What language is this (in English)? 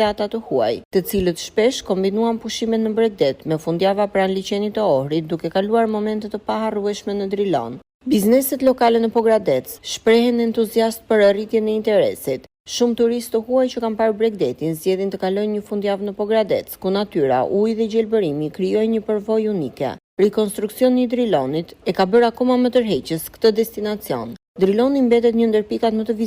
Albanian